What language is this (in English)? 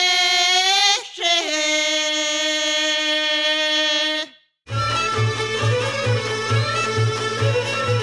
Bulgarian